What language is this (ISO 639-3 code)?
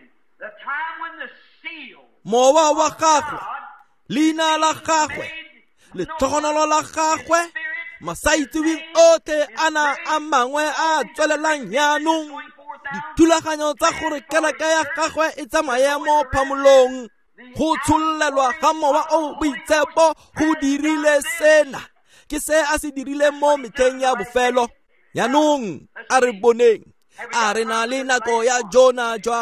tsn